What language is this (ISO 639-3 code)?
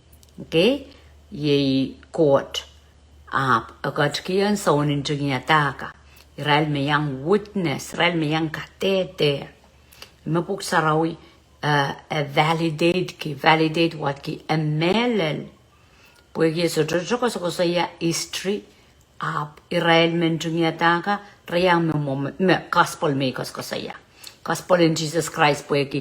pon